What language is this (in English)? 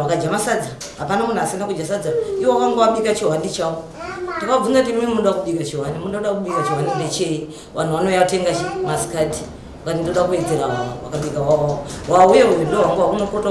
Shona